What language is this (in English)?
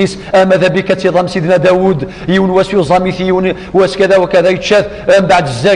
Kabyle